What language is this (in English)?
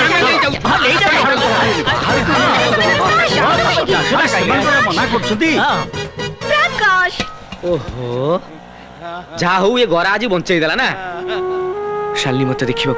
Odia